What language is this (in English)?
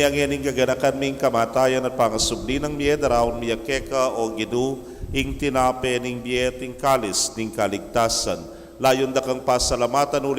Pampanga